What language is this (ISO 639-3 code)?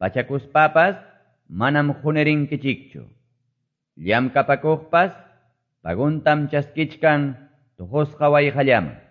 que